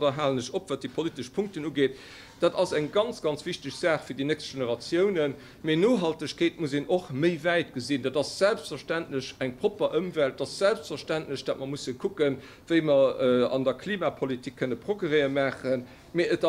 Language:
Luxembourgish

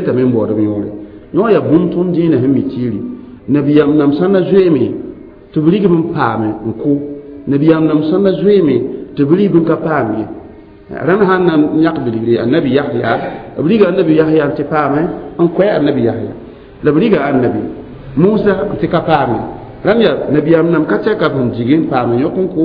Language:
Mossi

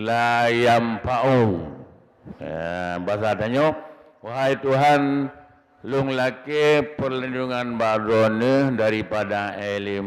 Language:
Achinese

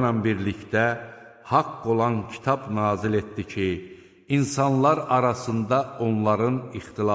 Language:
Azerbaijani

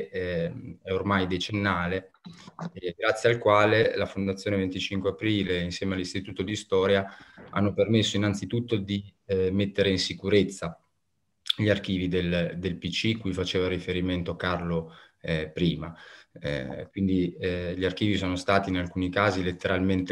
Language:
Italian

